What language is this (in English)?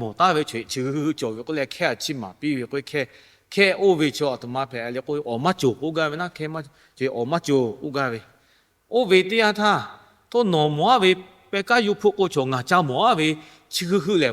Lahu